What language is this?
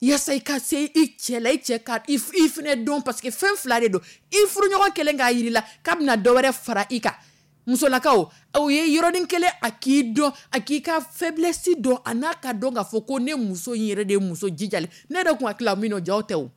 Dyula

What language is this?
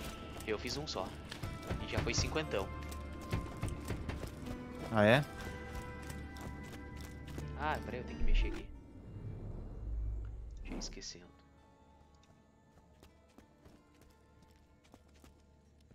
Portuguese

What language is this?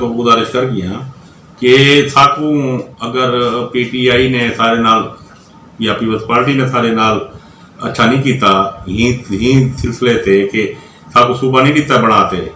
Saraiki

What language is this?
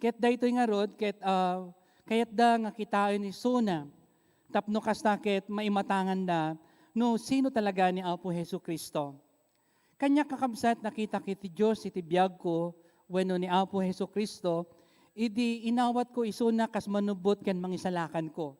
Iloko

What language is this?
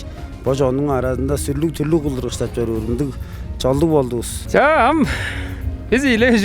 Tuvinian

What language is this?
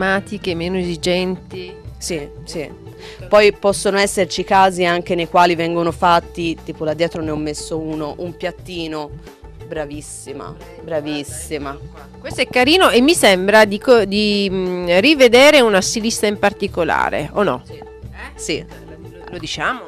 Italian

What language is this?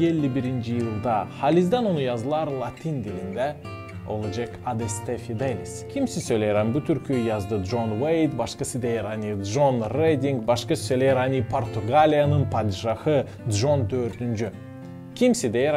Gagauz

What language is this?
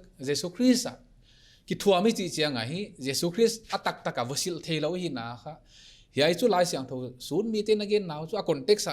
Paite Chin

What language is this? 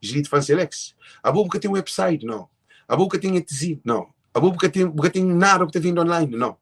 Kabuverdianu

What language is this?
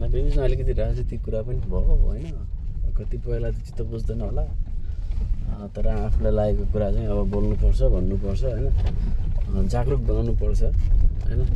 Nepali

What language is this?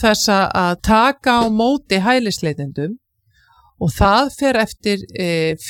Icelandic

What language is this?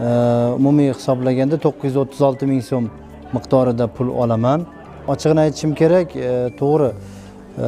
Uzbek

